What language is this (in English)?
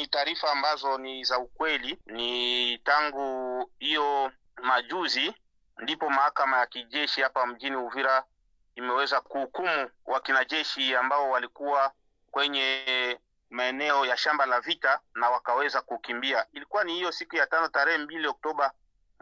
Swahili